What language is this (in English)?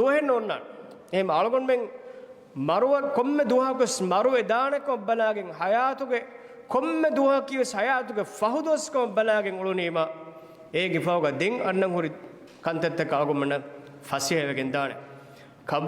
Divehi